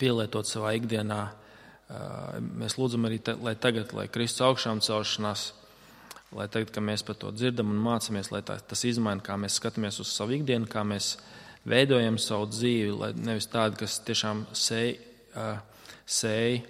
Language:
Latvian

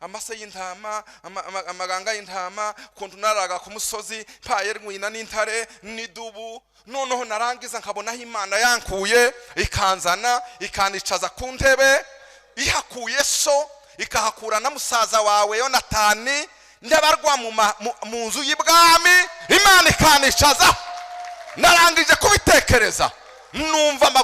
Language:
Kinyarwanda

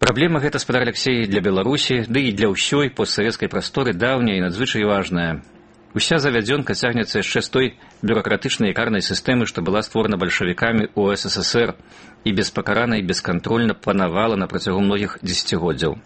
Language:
Belarusian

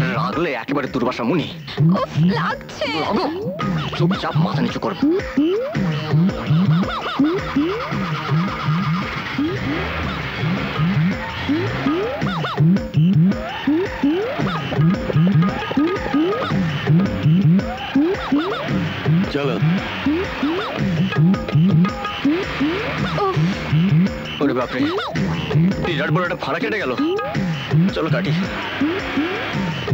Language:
Bangla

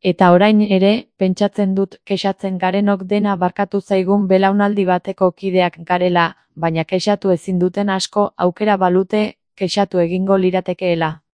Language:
Basque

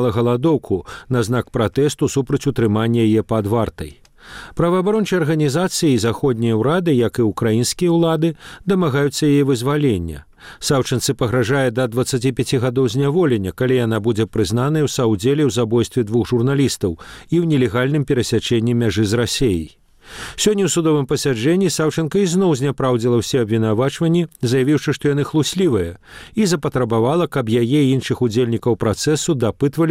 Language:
Belarusian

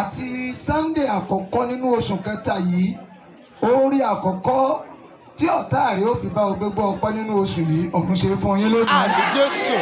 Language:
Yoruba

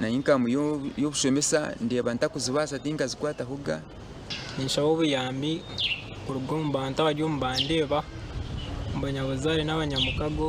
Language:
Nyankole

